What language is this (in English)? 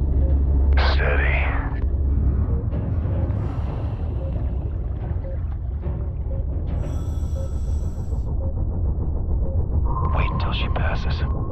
English